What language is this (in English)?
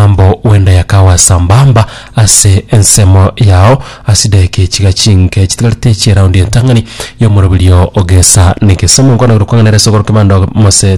Gusii